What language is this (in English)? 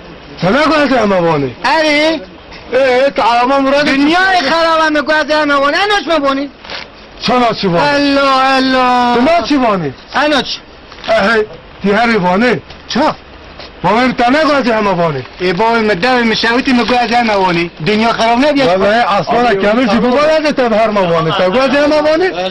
Kurdish